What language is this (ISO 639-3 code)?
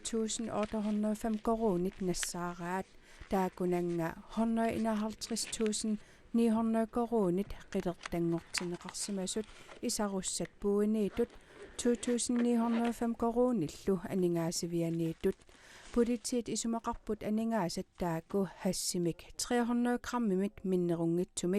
kal